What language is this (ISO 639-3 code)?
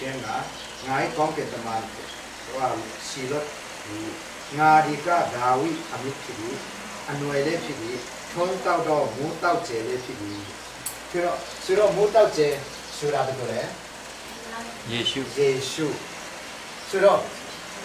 mya